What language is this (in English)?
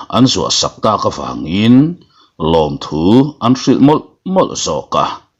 Mizo